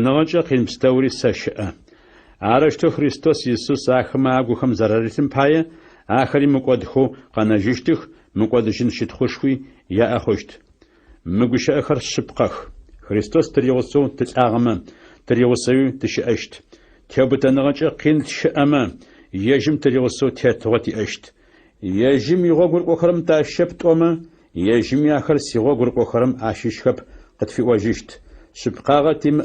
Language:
Adyghe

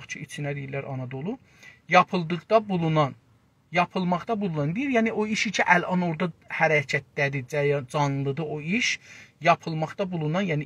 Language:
South Azerbaijani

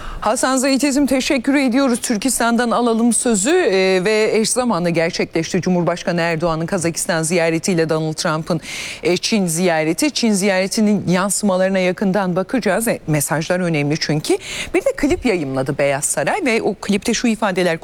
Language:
Turkish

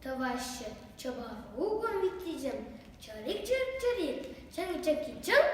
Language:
Chuvash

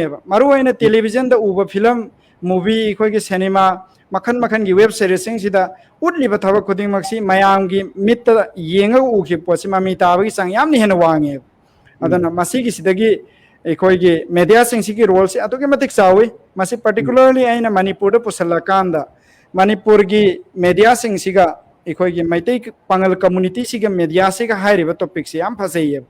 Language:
Manipuri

